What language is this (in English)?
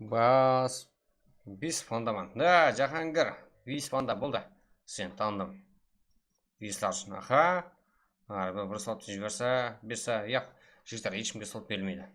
Kara-Kalpak